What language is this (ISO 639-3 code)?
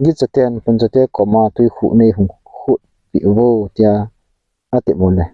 tcz